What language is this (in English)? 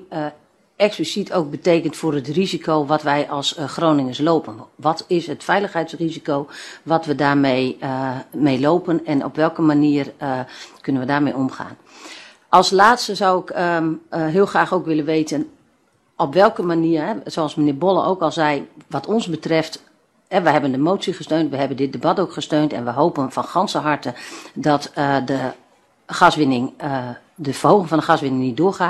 Dutch